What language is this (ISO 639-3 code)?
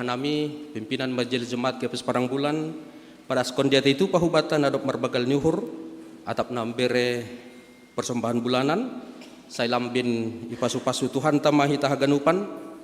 bts